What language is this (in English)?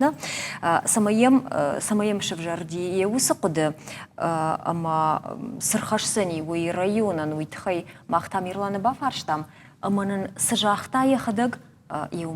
Ossetic